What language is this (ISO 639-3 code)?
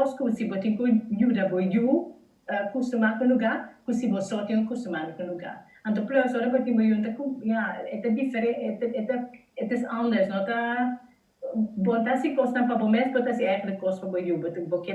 pap